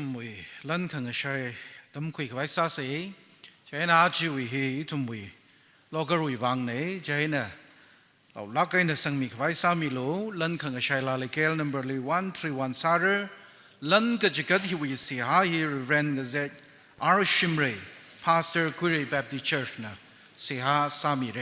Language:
Tangkhul Naga (India)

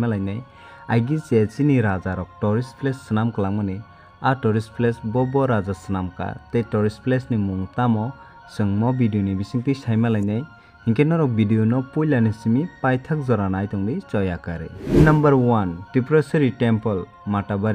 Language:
Kok Borok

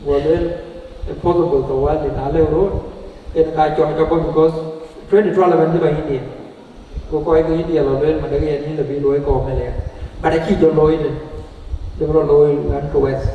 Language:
Dinka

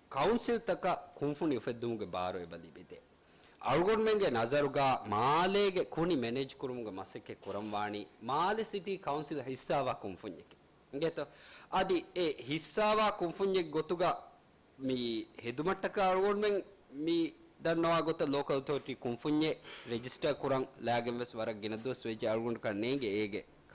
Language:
Divehi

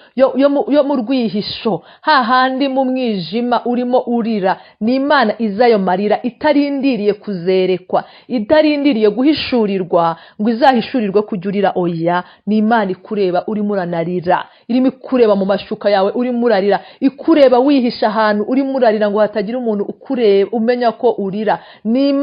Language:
Kinyarwanda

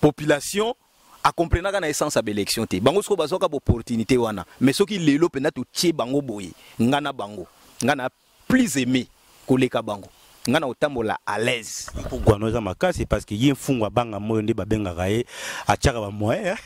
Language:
Lingala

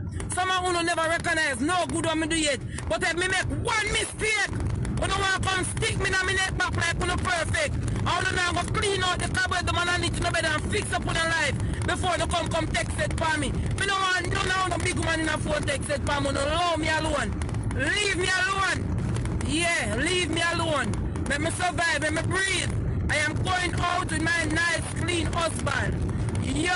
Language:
Jamaican Creole English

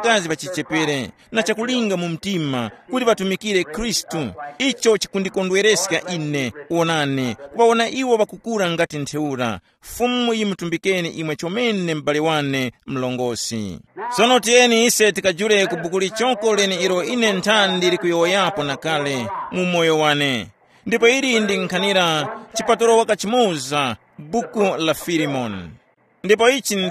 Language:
Tumbuka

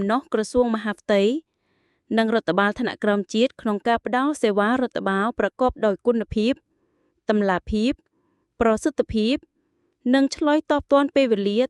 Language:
Khmer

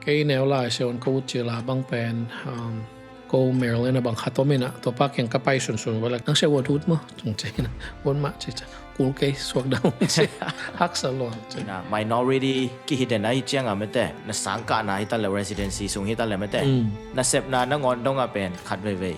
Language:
Tedim Chin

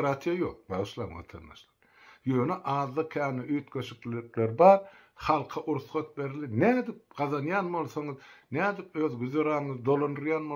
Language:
Turkmen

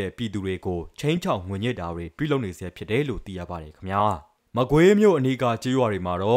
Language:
Burmese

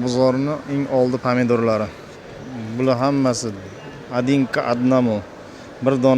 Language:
Uzbek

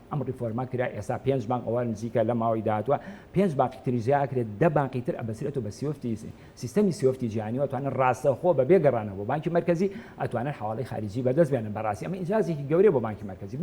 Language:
Central Kurdish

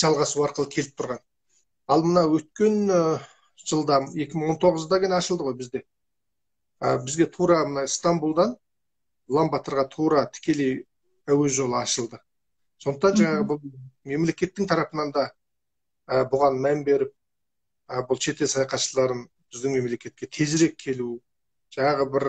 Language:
Kazakh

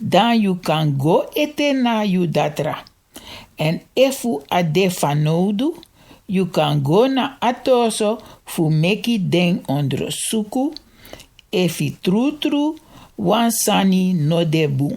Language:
Sranan Tongo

